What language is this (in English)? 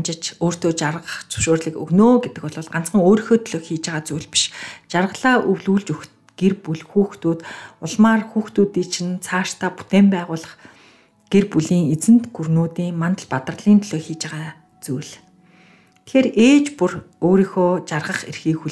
Mongolian